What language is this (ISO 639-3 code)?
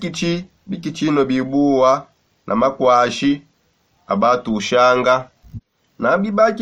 sop